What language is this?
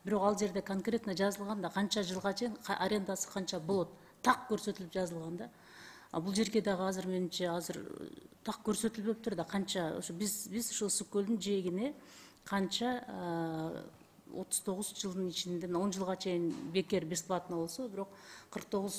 Kyrgyz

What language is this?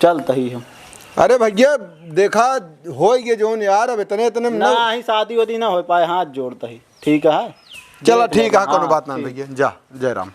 Awadhi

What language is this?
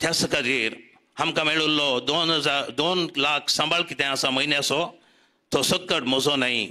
Konkani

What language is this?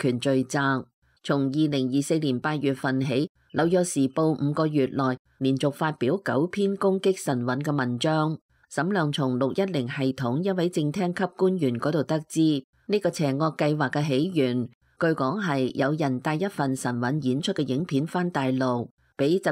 Cantonese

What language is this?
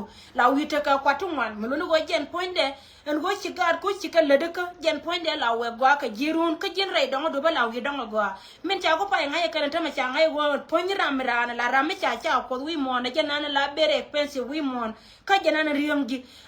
Nuer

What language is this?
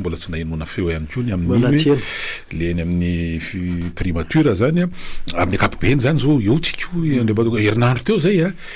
Malagasy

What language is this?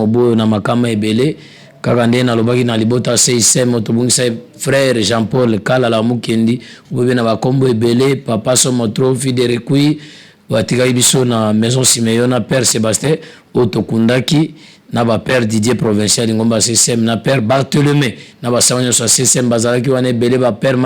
Lingala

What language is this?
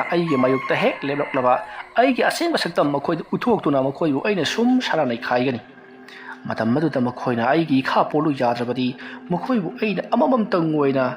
Manipuri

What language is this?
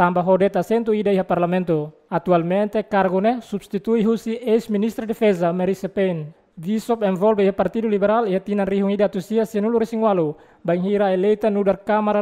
Tetum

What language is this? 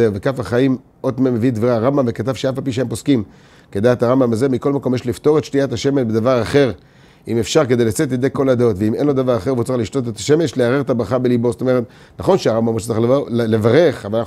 Hebrew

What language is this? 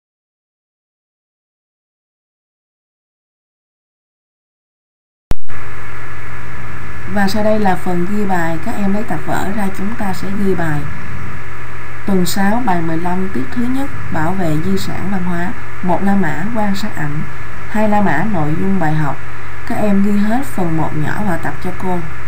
Vietnamese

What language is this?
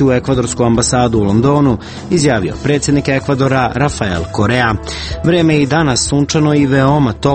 Serbian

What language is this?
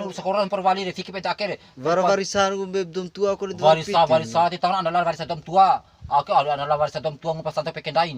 Bima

